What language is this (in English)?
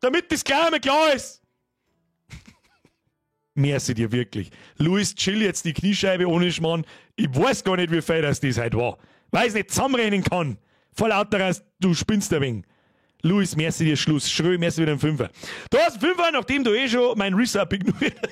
Bavarian